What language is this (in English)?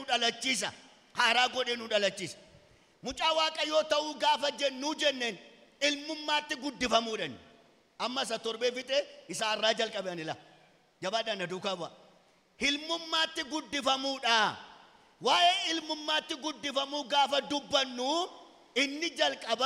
Oromo